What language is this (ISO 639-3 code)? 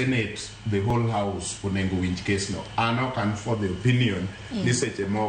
luo